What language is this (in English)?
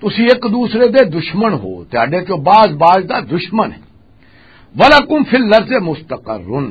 Western Panjabi